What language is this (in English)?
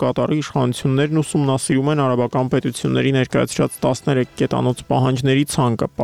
Armenian